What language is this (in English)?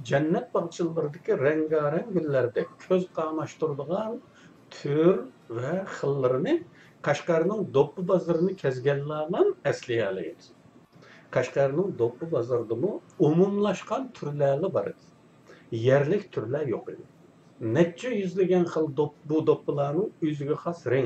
Uyghur